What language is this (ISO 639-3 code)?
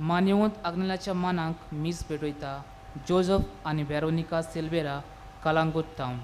kok